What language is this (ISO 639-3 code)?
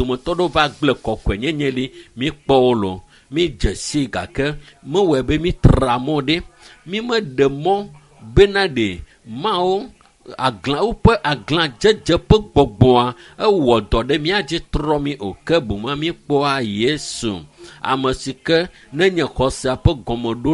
ewe